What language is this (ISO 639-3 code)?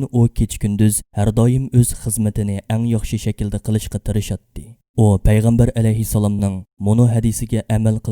uig